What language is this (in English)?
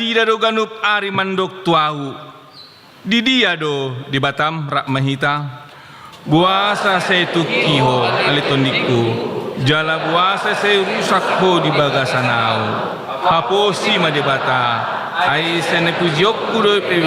Batak Toba